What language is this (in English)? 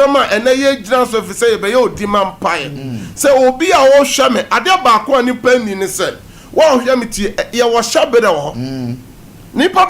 Akan